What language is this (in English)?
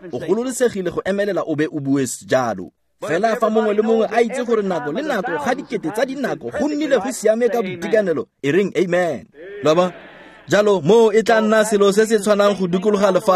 Tswana